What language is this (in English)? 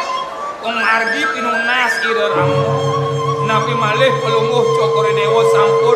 Balinese